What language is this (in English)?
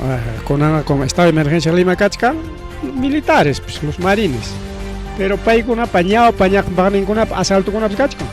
Ayacucho Quechua